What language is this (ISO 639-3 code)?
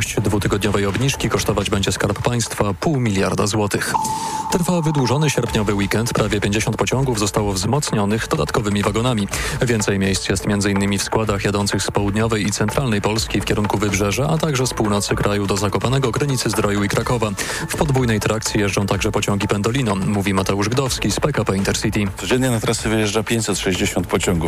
pol